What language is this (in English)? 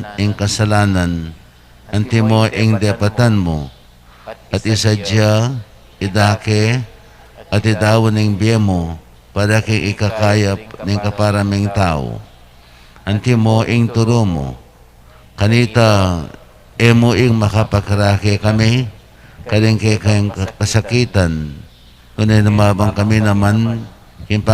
Pampanga